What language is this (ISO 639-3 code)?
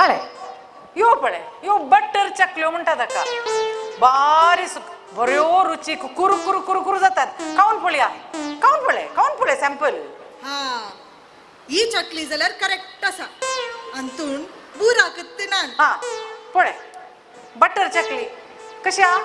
kok